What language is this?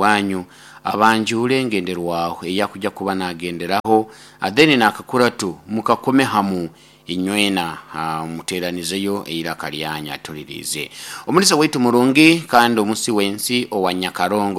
Nyoro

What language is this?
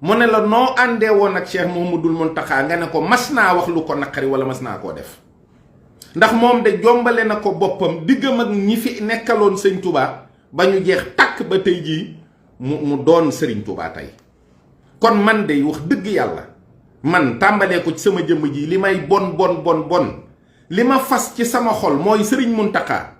Wolof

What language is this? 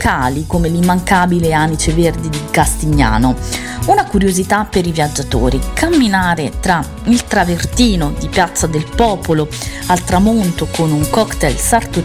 Italian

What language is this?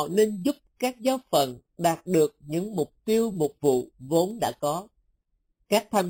Vietnamese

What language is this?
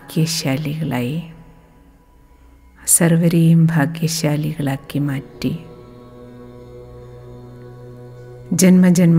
Malayalam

